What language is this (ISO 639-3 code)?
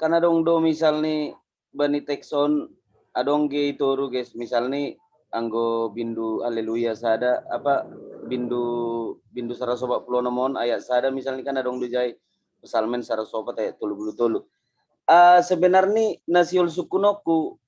bts